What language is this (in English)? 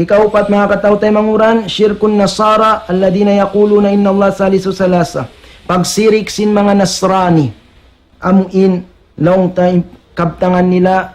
Tausug